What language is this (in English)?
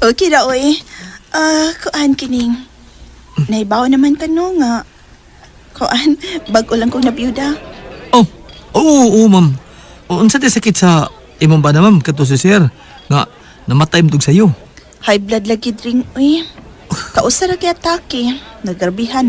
Cebuano